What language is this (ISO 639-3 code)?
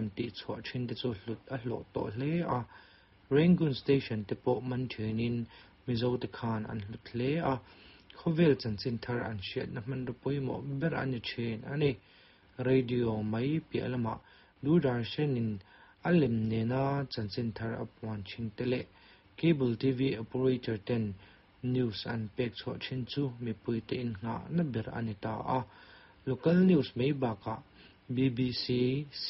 lus